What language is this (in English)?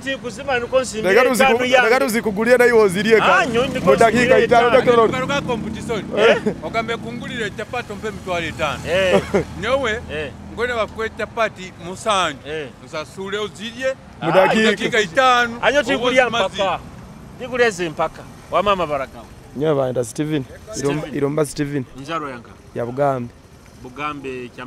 Nyoro